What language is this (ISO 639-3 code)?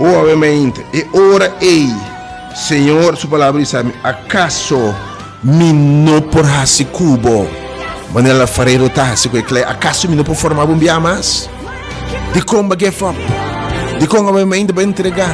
pap